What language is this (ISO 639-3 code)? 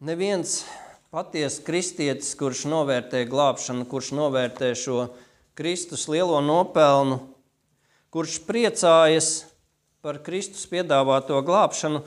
lav